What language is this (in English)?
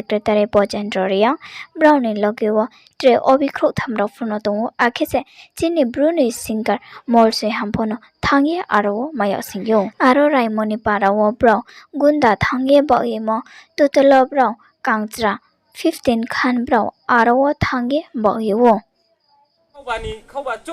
Riang (India)